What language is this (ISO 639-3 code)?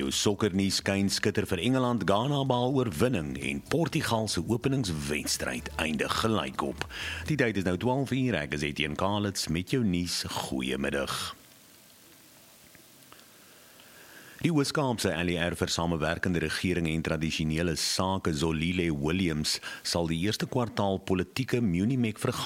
afr